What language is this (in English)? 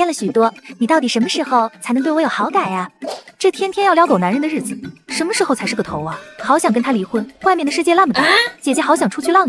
Chinese